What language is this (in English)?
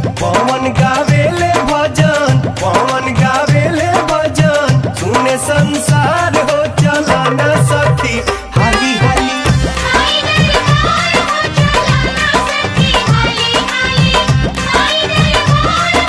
Bhojpuri